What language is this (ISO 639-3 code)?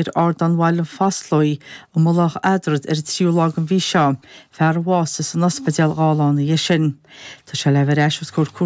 gle